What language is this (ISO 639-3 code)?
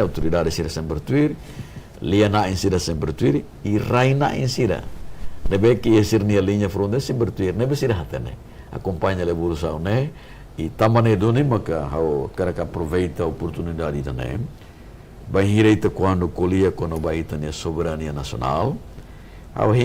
tet